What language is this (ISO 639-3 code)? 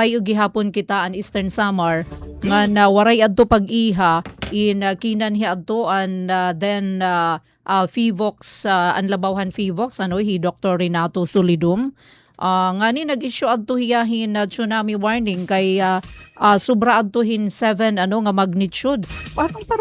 war